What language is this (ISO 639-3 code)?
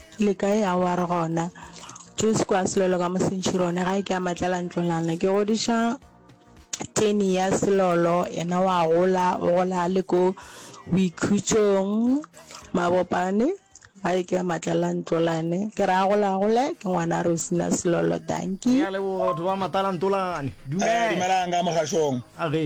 nso